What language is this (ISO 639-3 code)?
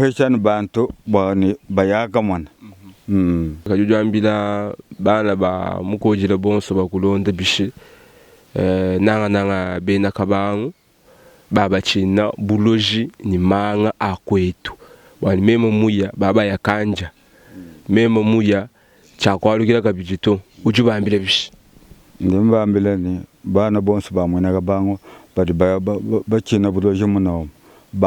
lua